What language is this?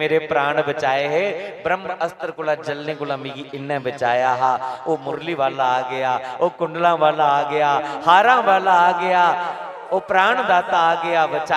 Dogri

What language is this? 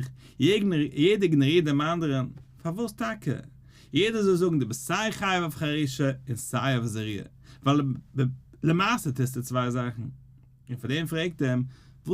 Yiddish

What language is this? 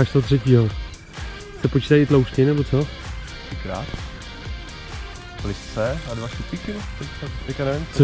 Czech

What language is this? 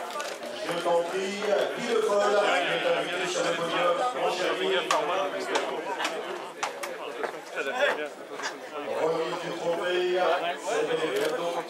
French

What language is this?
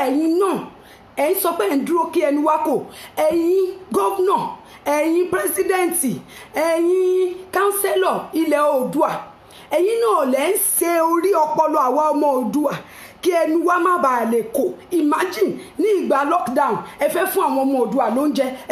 Yoruba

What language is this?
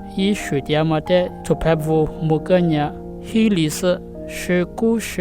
Lisu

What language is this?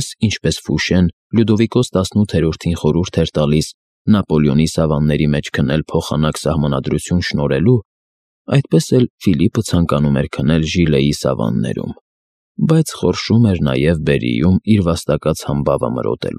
Armenian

